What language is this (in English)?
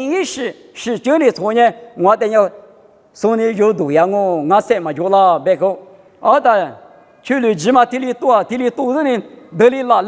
Lisu